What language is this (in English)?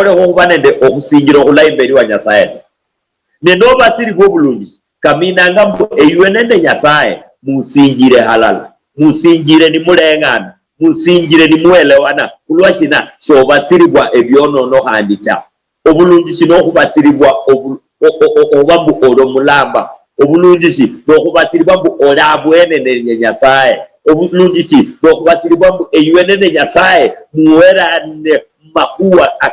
Luyia